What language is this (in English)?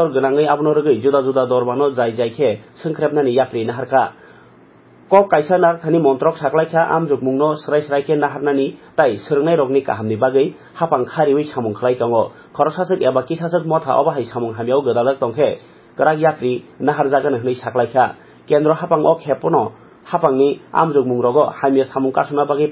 Kok Borok